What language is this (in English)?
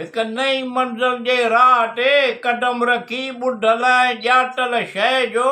Sindhi